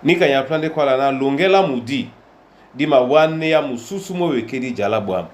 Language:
Duala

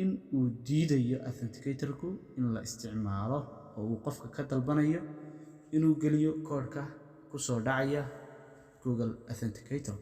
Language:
Somali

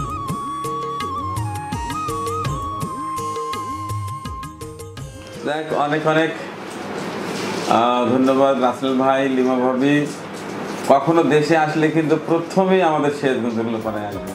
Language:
Bangla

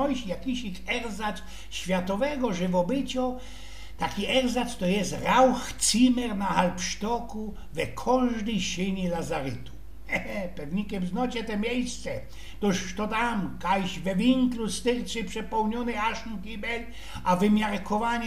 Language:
Silesian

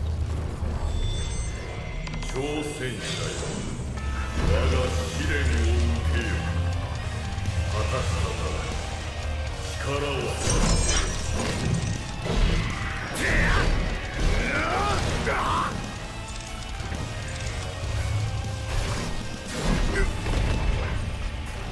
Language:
Japanese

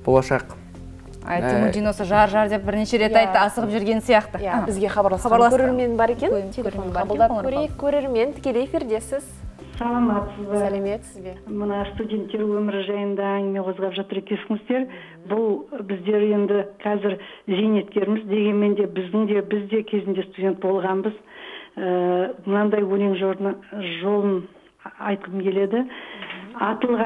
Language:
Kazakh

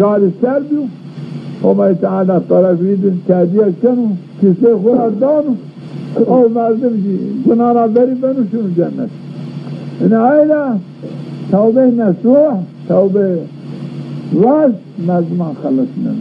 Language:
Zaza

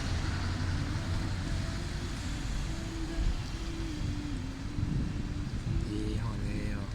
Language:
Lao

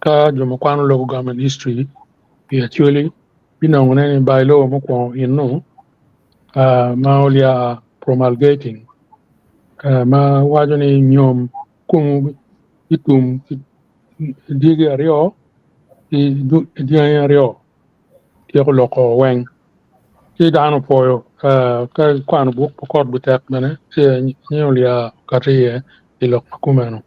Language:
Acoli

